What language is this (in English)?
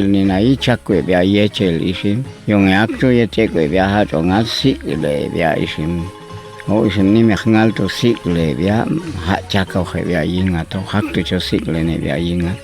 Popti'